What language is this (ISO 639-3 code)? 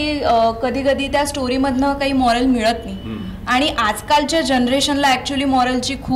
mar